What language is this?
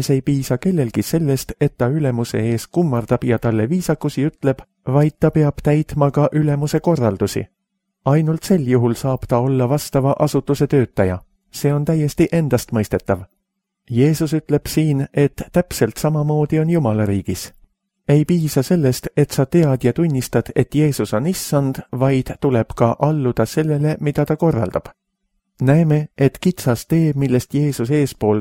Estonian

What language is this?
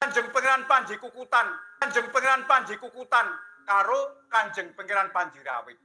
Javanese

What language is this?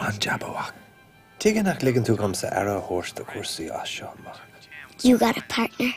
Irish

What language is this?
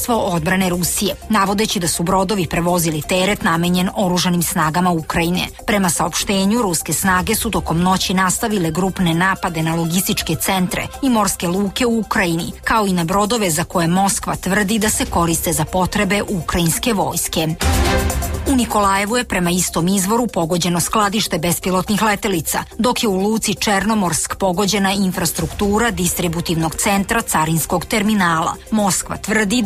Serbian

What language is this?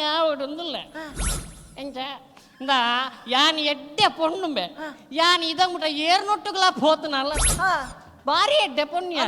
Tulu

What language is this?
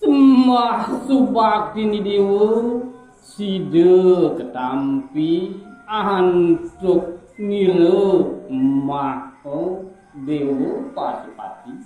Balinese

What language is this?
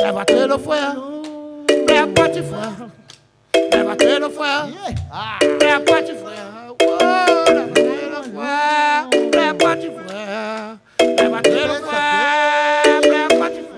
Réunion Creole French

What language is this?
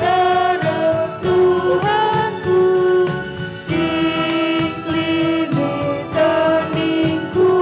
Batak Karo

